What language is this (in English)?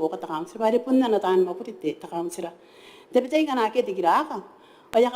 Gilbertese